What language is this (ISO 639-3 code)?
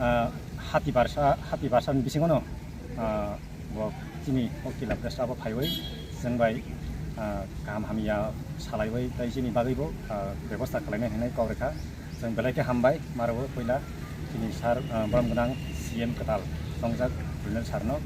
ria